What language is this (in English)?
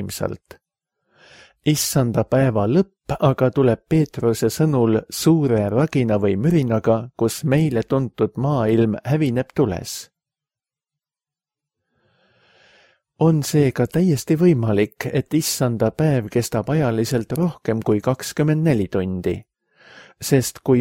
Estonian